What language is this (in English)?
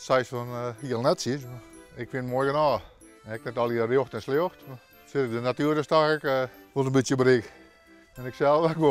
Western Frisian